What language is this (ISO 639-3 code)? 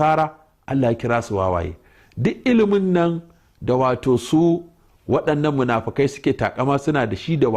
hau